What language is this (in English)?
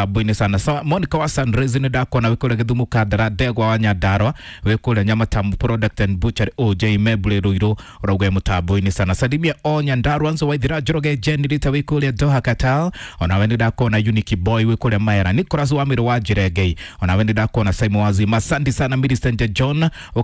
Kikuyu